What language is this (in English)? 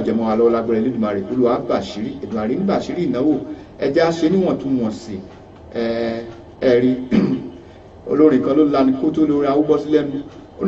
Yoruba